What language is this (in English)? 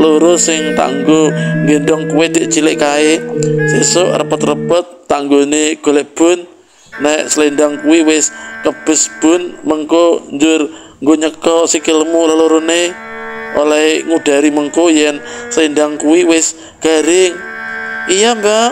Javanese